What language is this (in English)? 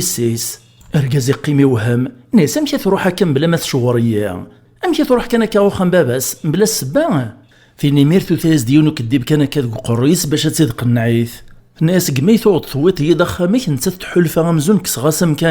Kabyle